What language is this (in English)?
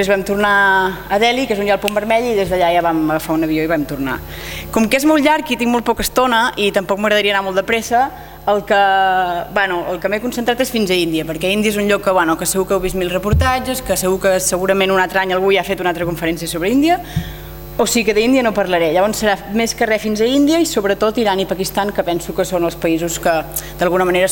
Catalan